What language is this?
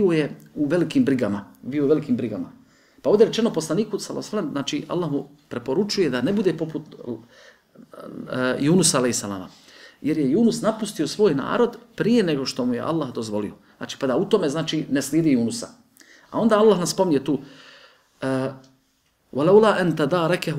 Bosnian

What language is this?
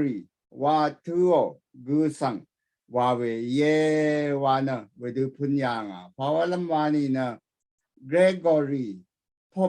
Rawang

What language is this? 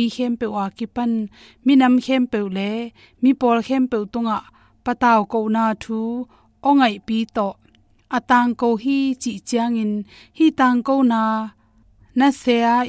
Tedim Chin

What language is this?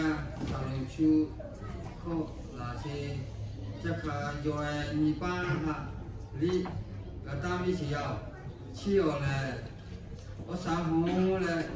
Lahu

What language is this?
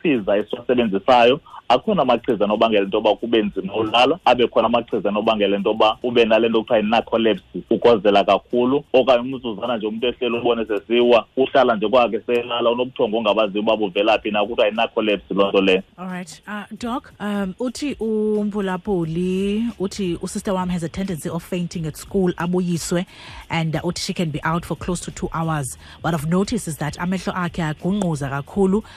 Xhosa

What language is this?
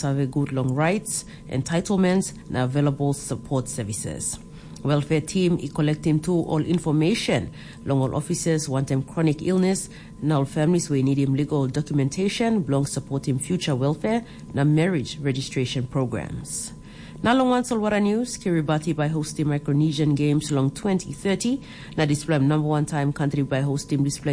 Tok Pisin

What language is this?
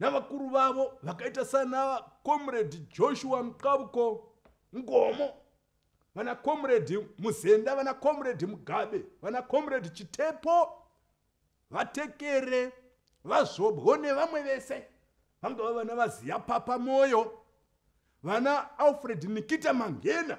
Shona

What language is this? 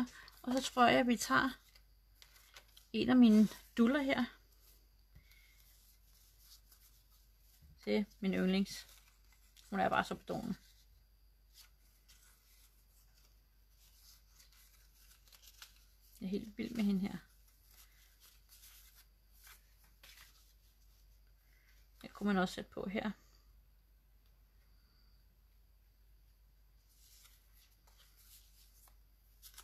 Danish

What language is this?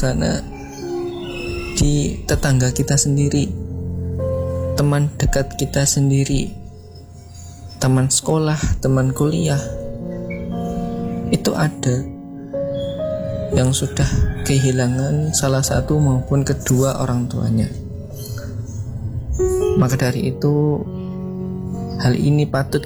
Indonesian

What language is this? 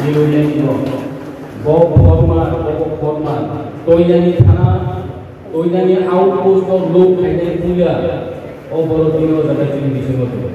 Riang (India)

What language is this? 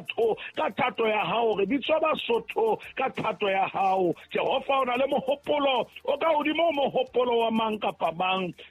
Southern Sotho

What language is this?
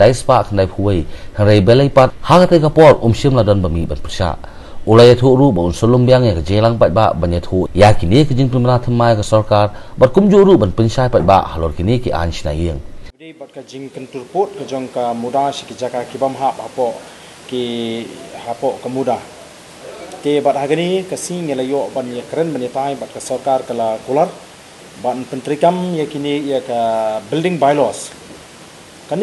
Khasi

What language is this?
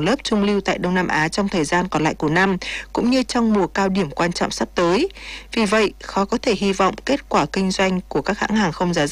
Vietnamese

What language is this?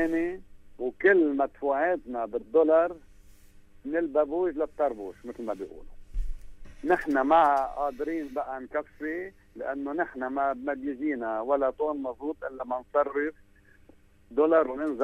North Levantine Arabic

